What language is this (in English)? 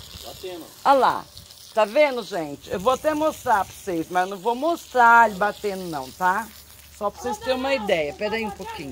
Portuguese